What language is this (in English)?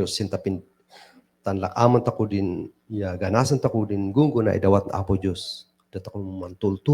Kankanaey